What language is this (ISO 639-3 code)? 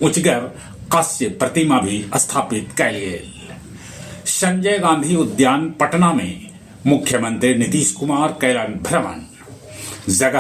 mag